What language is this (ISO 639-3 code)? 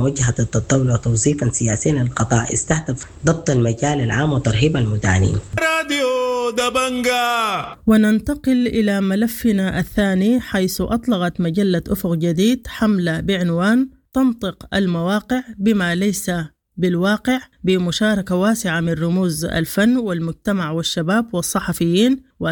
apd